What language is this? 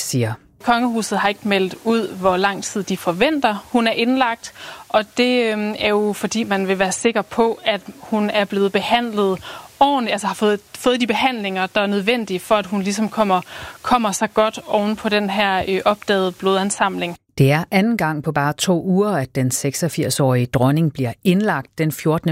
Danish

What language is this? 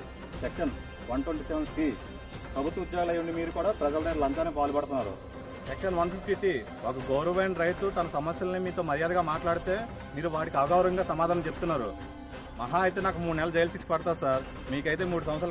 Telugu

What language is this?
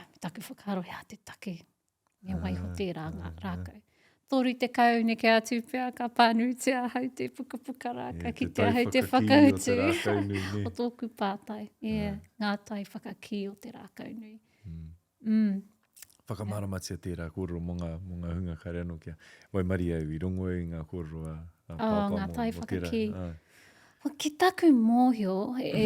Māori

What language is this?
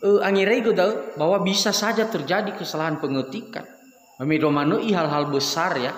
Nias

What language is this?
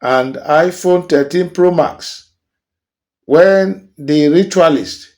Nigerian Pidgin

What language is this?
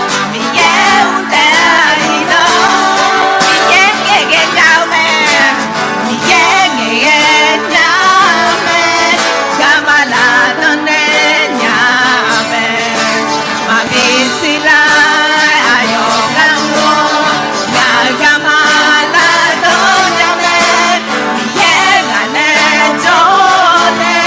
Akha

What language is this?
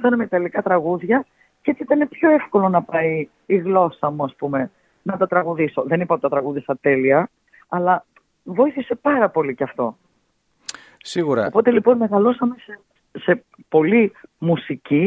Greek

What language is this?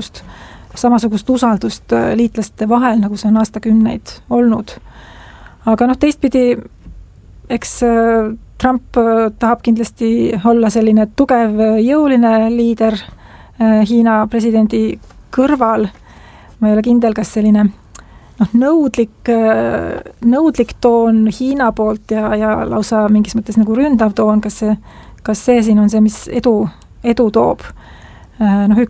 Estonian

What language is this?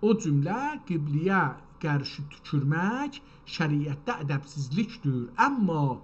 South Azerbaijani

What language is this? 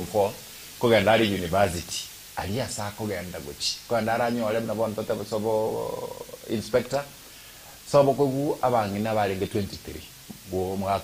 Gusii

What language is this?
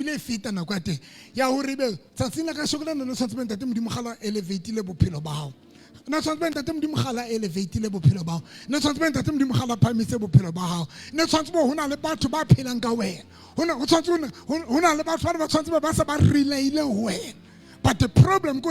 Southern Sotho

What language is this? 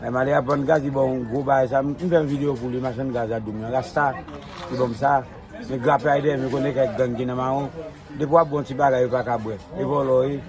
Haitian Creole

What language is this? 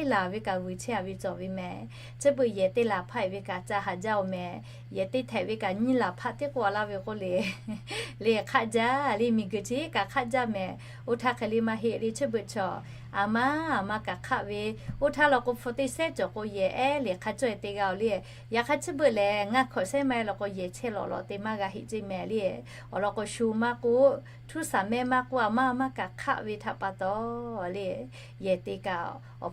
Lahu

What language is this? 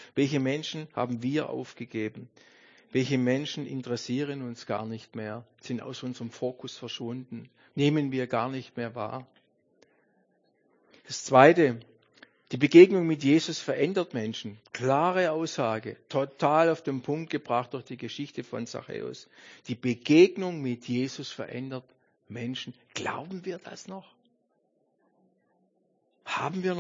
German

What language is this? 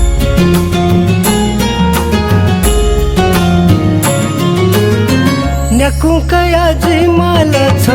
Newari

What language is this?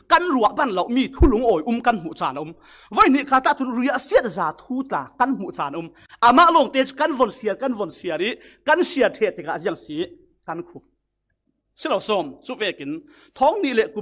Falam Chin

